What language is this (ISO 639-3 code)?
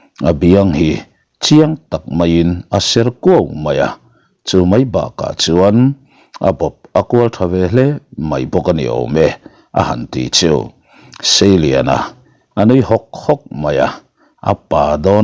lus